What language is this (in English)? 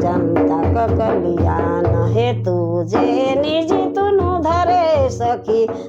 Sadri